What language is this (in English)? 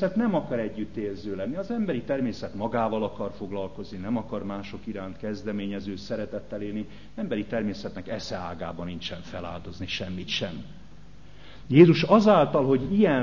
Hungarian